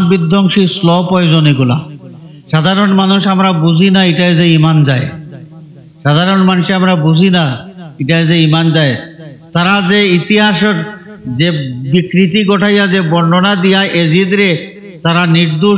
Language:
Sylheti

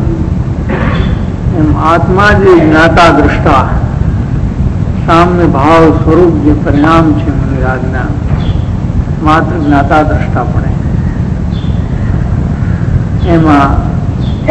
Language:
Gujarati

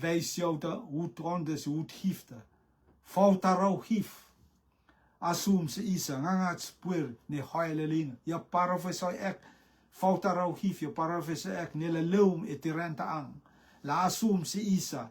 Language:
Rotuman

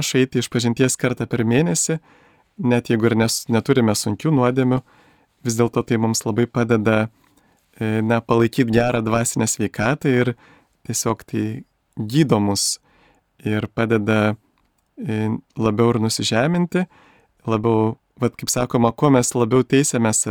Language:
Lithuanian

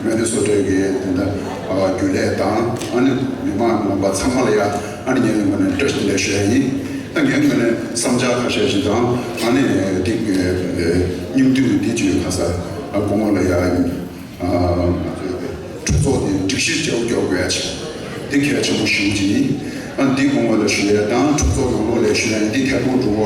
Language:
Tibetan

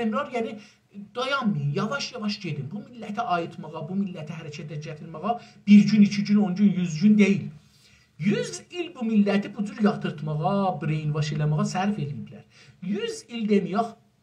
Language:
South Azerbaijani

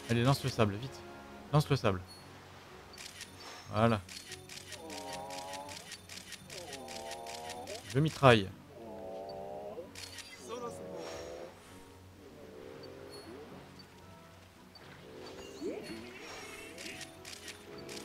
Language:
French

